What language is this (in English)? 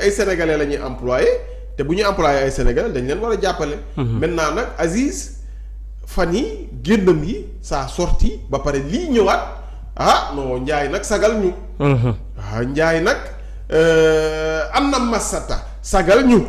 Wolof